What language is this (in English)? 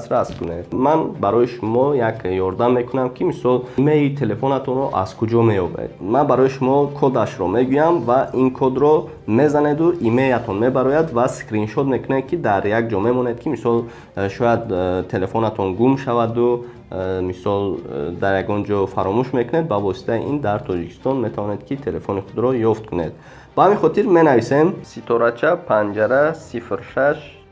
Tajik